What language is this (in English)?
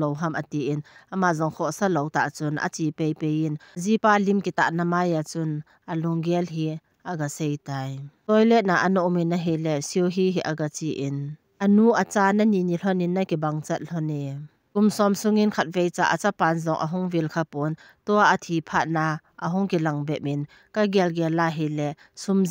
Thado Chin